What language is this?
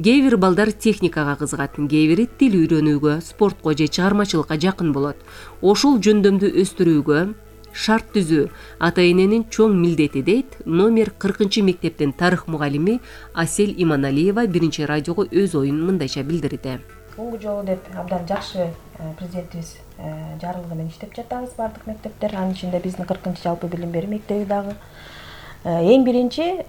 Kyrgyz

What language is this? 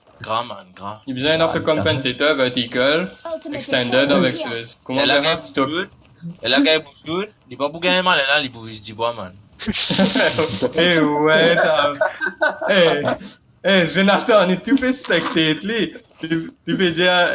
Morisyen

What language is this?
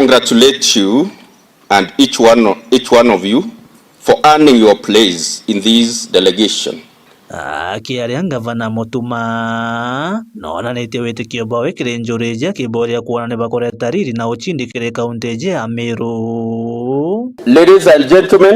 Meru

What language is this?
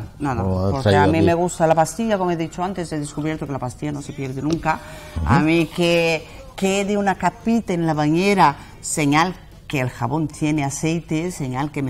Spanish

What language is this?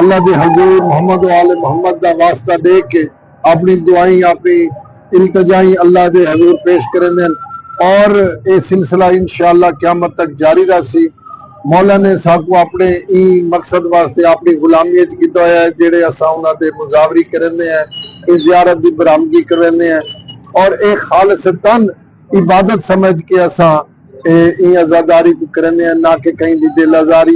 Saraiki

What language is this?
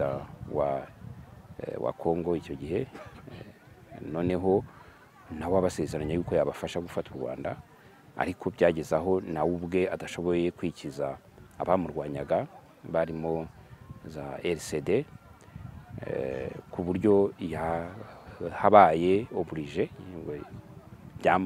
Kinyarwanda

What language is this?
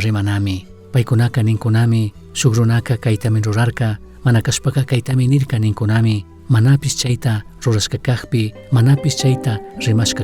Chimborazo Highland Quichua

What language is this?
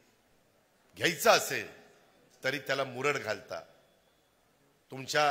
Marathi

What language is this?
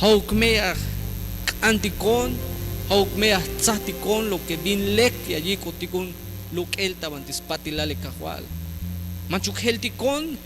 Tzeltal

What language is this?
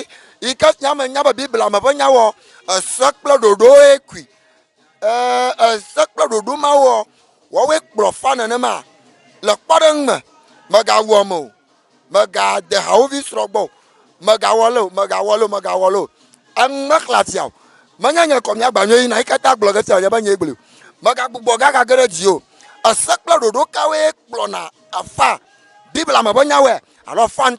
Ewe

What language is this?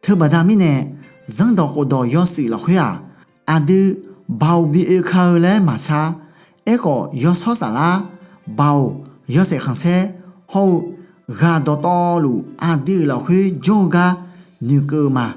Akha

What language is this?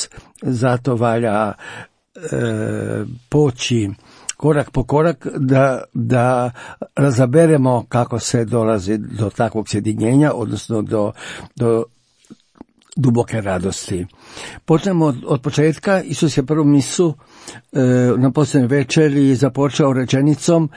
Croatian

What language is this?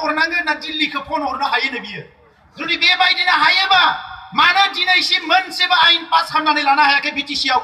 Bodo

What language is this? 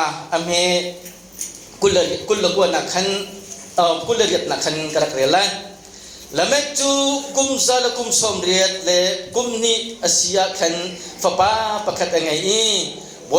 Hakha Chin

